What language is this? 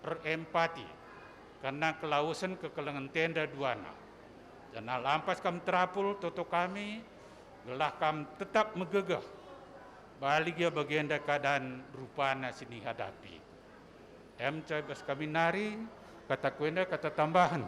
Batak Karo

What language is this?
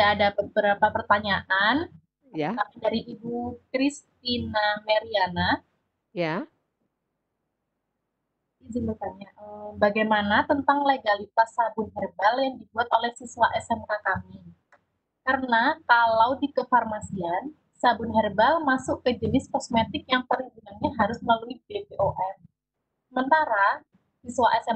Indonesian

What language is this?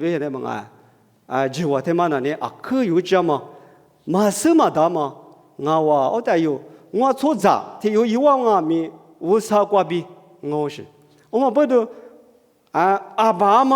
Lisu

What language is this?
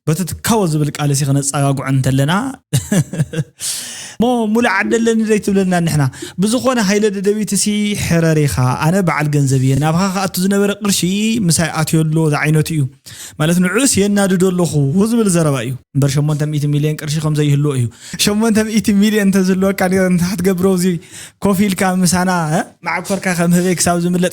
Tigrinya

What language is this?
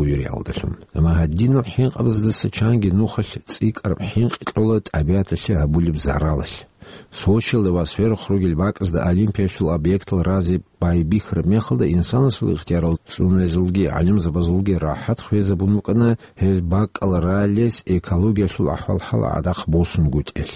Avaric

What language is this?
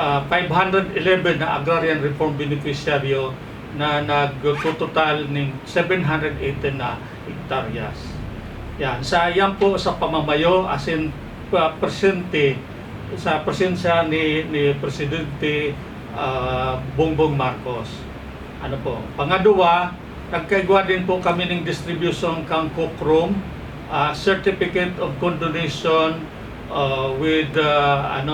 Bikol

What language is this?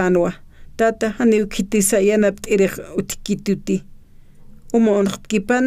Aymara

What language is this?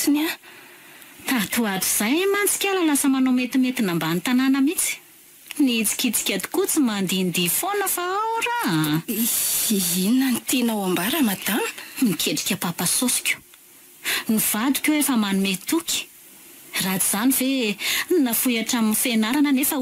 Malagasy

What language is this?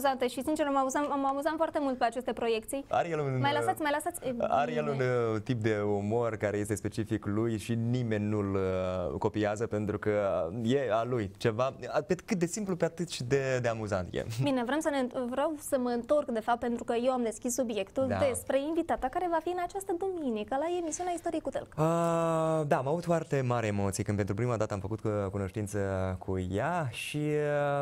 Romanian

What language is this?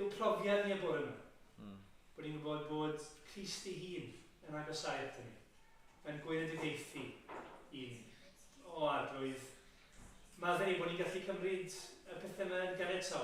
Welsh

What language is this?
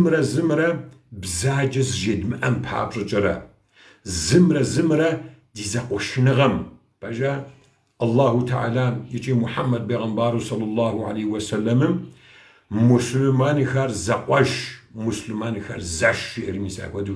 Kabardian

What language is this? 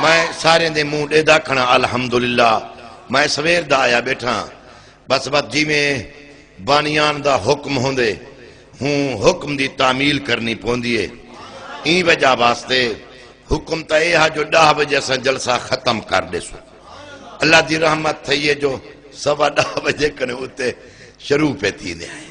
Saraiki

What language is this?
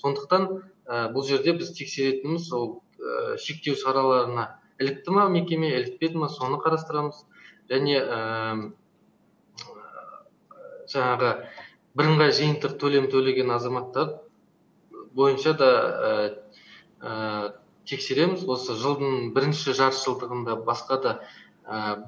Kazakh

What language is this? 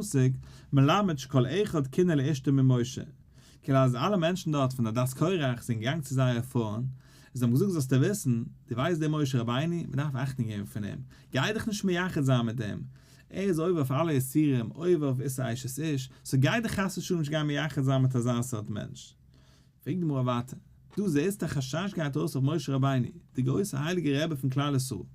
Yiddish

